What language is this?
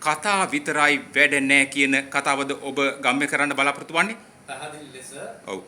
Sinhala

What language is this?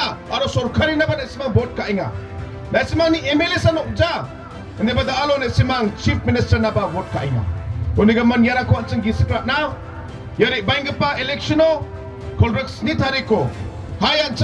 Garo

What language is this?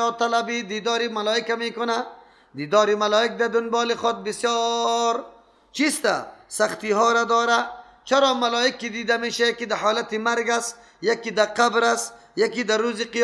Persian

